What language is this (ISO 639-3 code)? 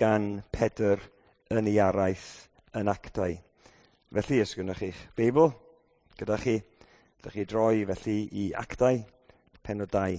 cym